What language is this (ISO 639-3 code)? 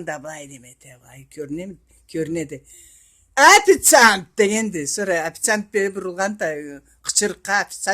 krc